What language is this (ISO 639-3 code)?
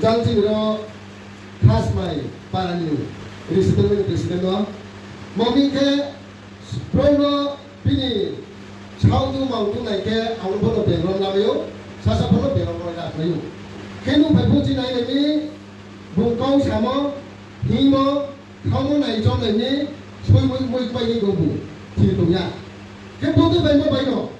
ria